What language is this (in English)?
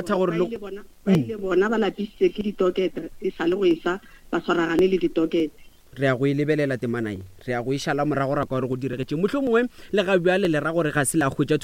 Northern Sotho